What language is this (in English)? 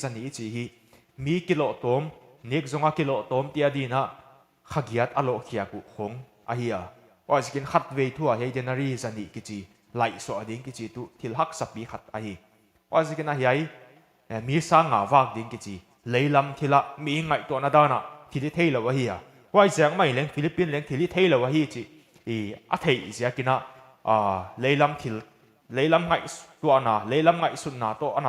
Paite Chin